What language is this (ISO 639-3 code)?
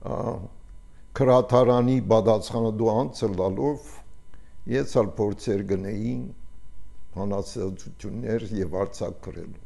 hye